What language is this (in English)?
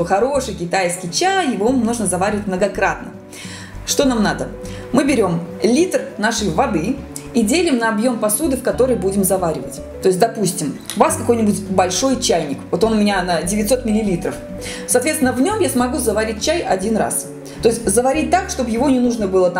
Russian